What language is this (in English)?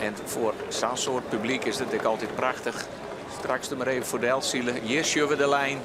Western Frisian